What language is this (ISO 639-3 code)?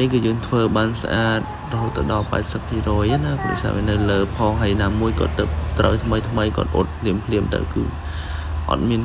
khm